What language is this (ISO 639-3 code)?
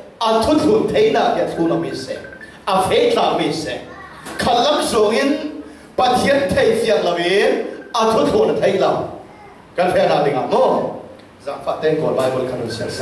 cfm